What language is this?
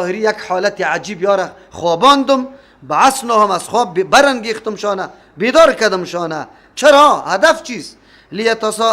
Persian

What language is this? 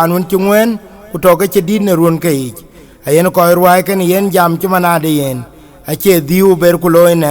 Dinka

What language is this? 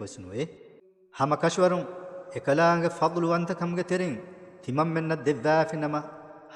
Divehi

